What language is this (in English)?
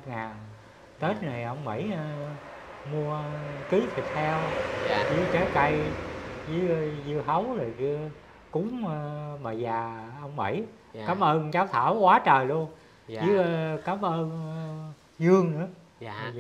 Vietnamese